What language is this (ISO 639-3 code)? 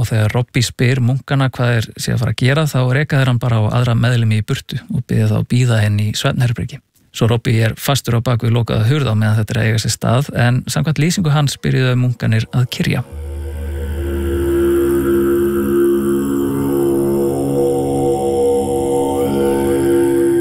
isl